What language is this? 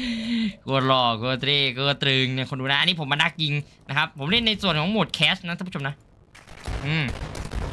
Thai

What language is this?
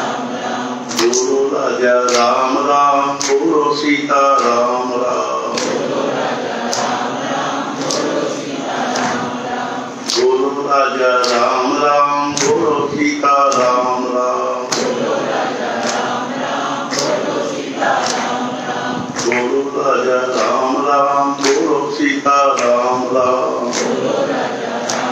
Marathi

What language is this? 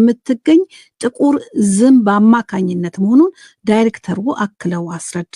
Amharic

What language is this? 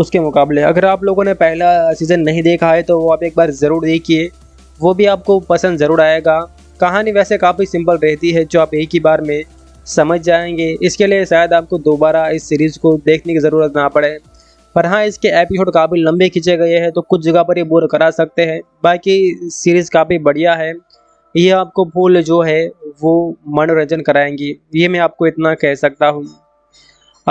Hindi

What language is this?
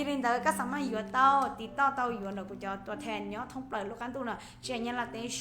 Hmong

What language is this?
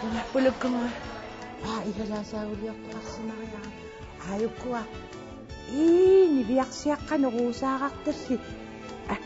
Kalaallisut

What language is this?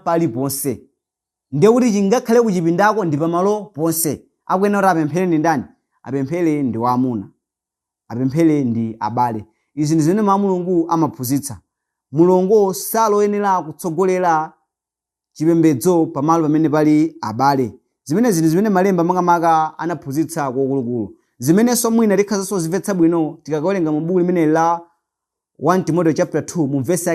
Nyanja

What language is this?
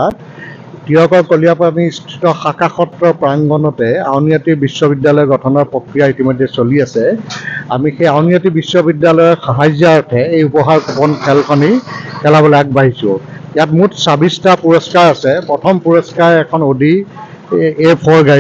Assamese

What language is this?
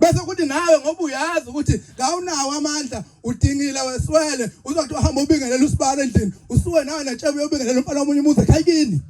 Zulu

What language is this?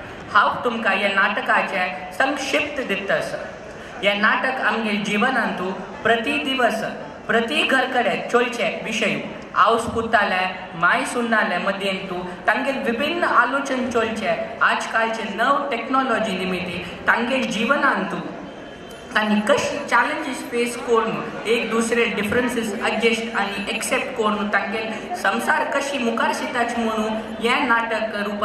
Konkani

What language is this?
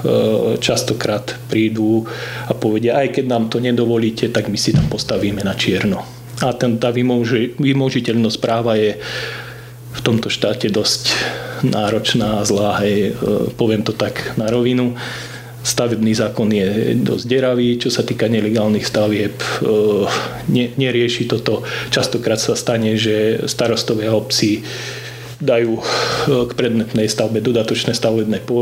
Slovak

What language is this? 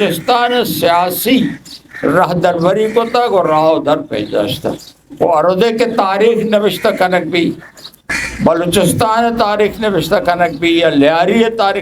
Eastern Balochi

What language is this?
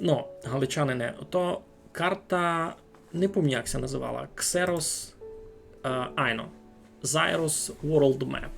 Rusyn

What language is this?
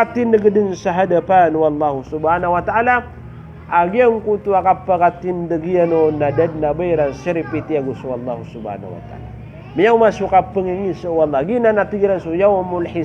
Maranao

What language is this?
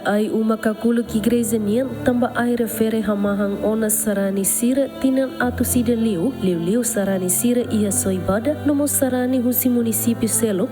Tetum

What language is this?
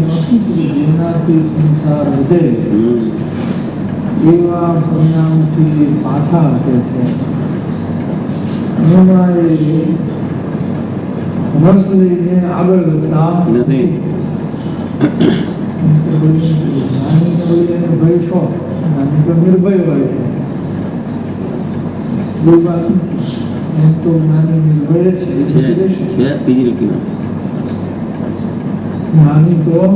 Gujarati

